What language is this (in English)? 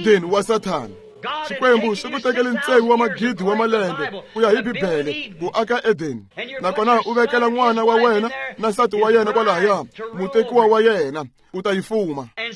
Tsonga